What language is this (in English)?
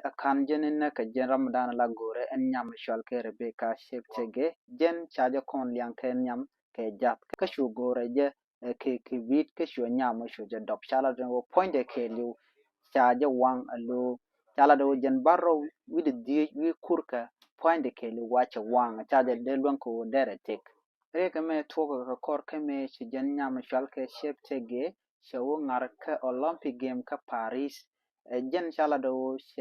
Nuer